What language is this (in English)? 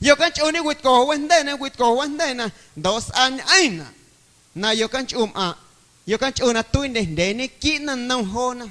Guerrero Amuzgo